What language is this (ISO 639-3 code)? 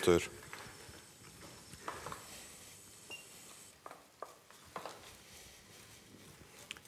nld